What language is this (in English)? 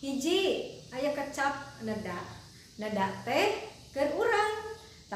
Sundanese